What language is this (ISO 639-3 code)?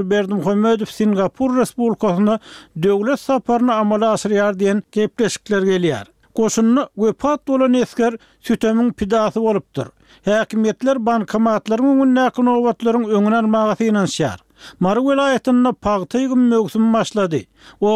tuk